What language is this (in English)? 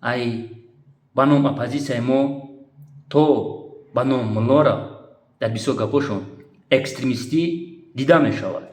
Tajik